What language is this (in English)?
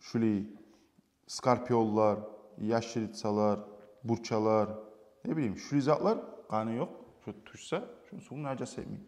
Kumyk